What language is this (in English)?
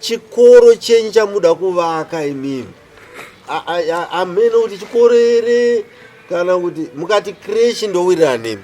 Shona